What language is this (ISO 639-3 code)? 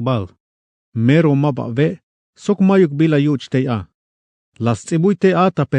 tzh